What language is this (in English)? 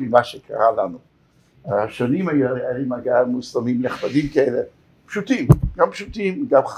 Hebrew